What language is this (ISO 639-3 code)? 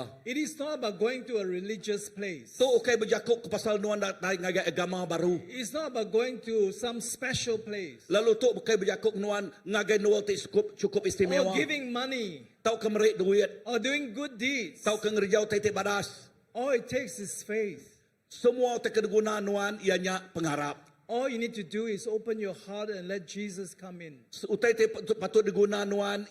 iba